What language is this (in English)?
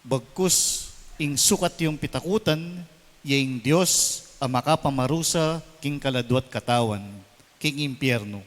Pampanga